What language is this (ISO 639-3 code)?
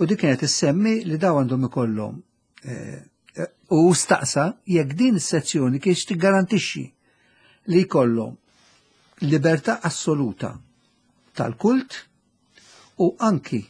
mlt